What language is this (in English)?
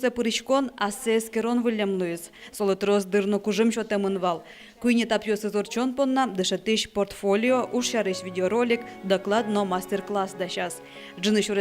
Udmurt